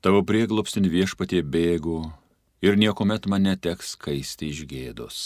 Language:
Lithuanian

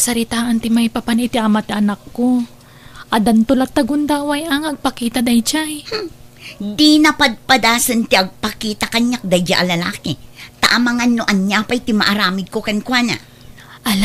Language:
Iloko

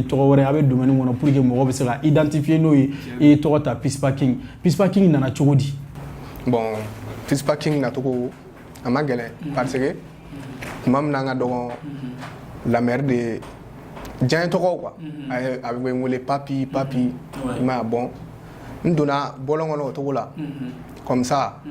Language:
Bambara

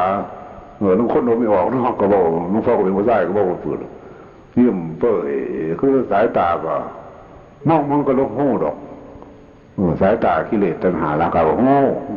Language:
Northeastern Thai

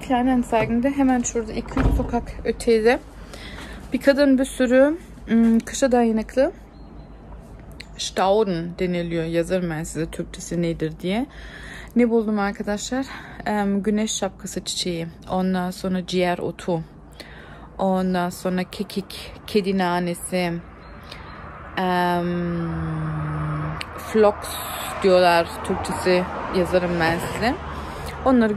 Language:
Turkish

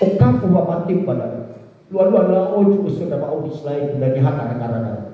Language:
Nias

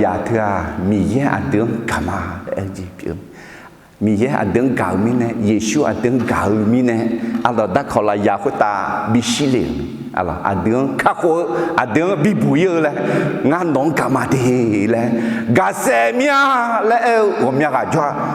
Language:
Akha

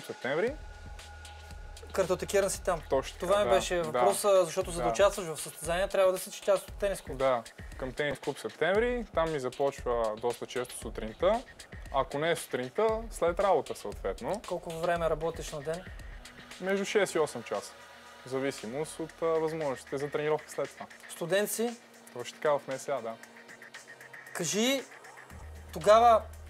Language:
Bulgarian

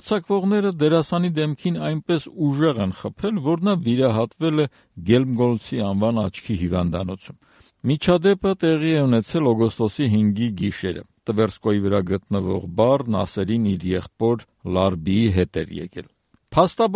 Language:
Armenian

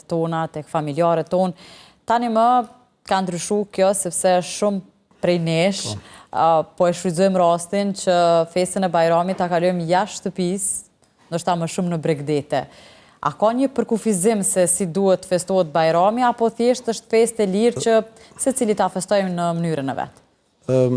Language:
Albanian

